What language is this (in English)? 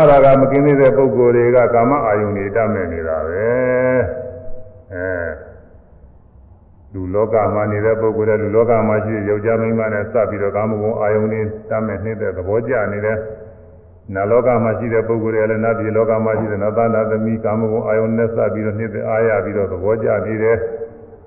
Burmese